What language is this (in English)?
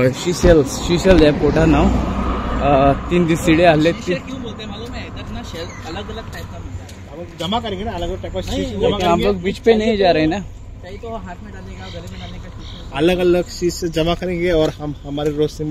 Konkani